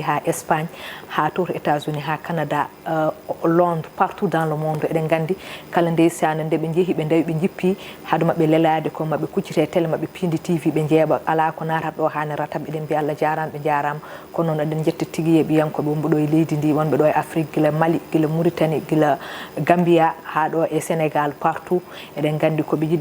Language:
Fula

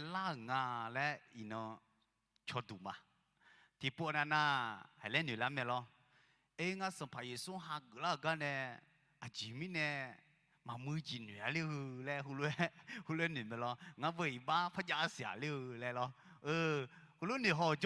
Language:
Akha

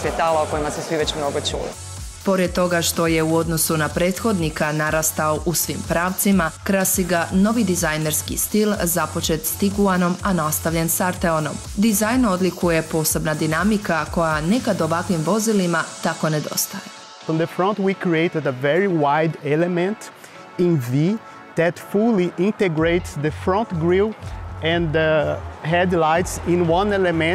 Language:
Croatian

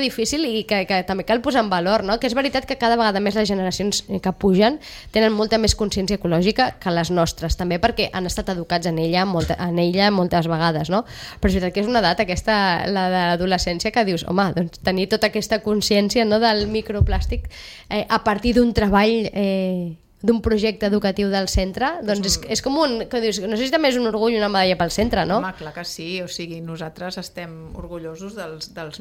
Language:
Catalan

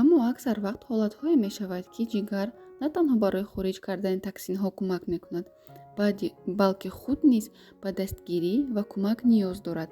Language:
Tajik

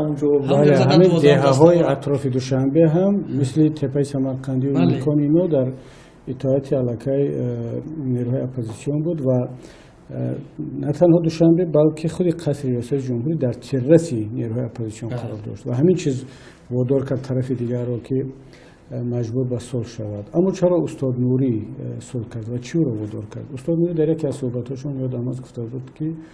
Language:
Tajik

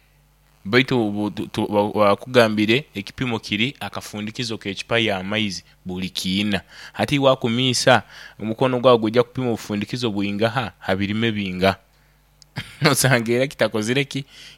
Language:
Nyoro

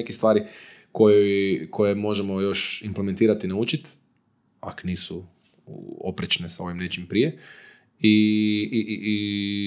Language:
Croatian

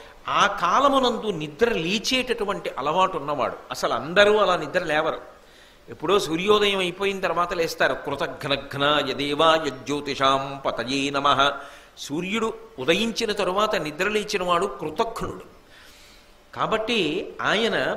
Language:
Telugu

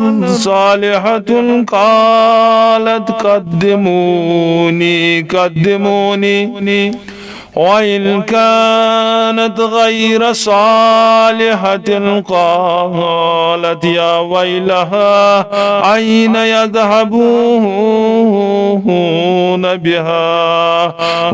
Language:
Kashmiri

